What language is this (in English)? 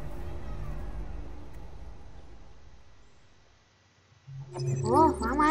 Chinese